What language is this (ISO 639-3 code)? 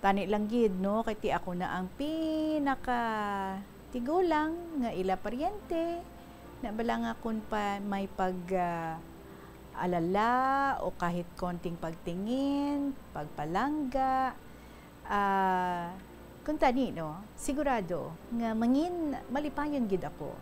hil